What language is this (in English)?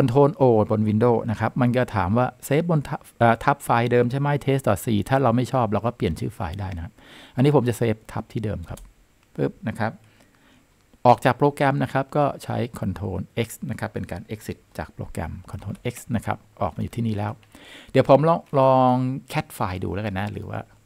Thai